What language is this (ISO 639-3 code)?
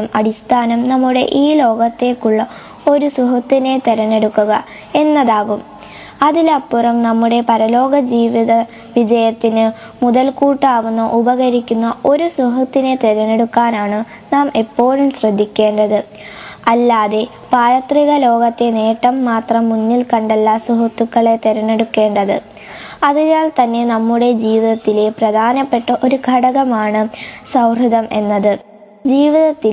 mal